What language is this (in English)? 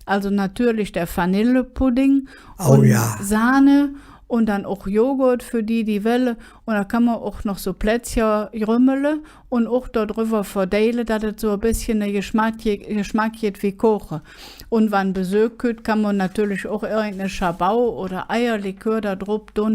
Colognian